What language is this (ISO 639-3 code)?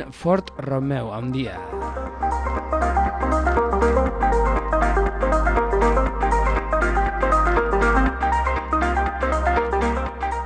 eus